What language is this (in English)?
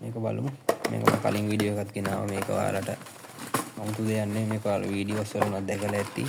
Sinhala